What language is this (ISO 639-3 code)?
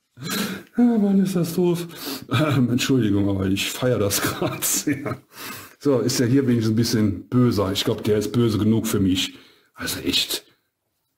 deu